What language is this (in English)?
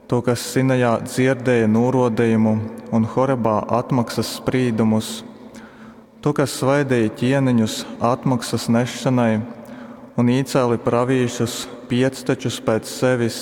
Latgalian